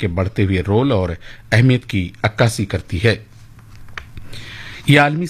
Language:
Urdu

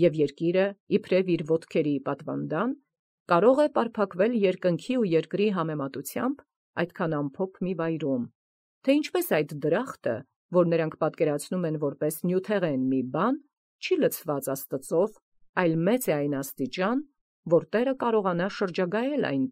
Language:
Armenian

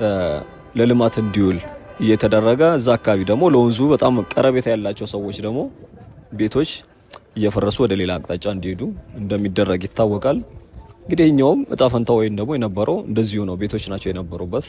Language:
Amharic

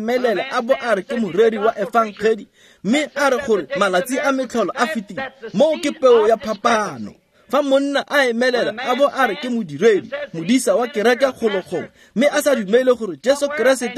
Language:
Tswana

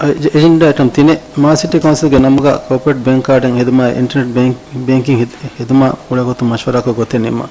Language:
Divehi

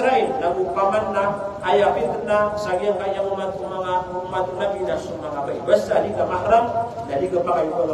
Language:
Maranao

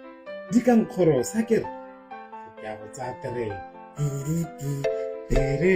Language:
Tswana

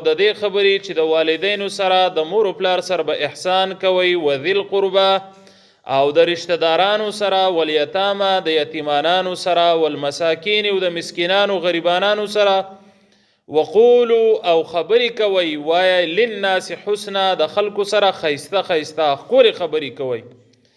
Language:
Pashto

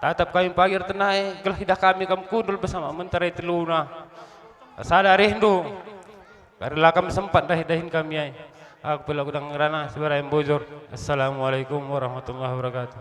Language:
Batak Karo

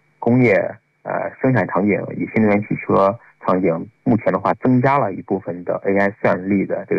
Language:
Chinese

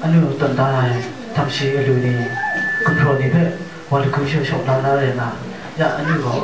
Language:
Kachin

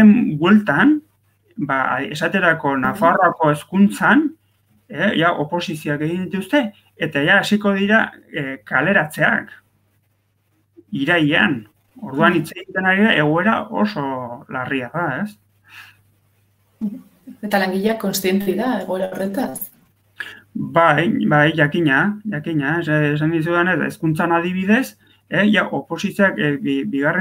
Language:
Basque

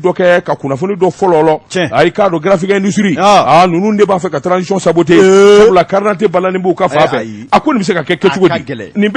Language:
Bambara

